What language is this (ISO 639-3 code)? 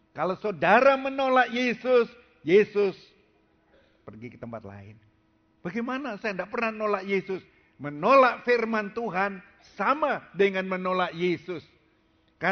ind